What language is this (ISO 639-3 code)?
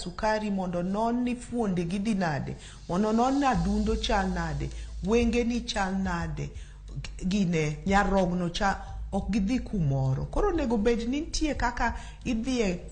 luo